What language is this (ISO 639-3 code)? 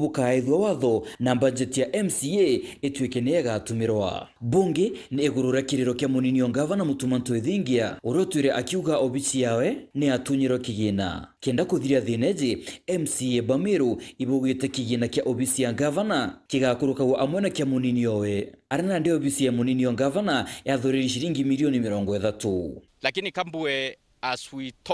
mer